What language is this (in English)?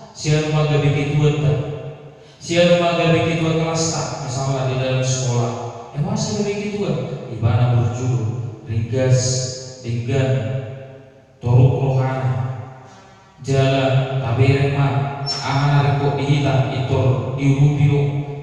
Batak Toba